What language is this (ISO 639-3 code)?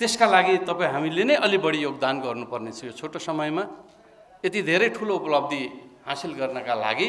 nep